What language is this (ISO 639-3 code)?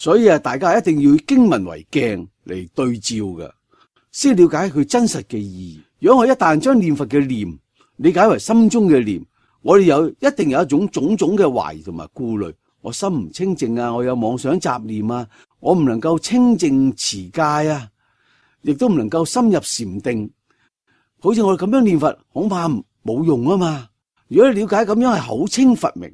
yue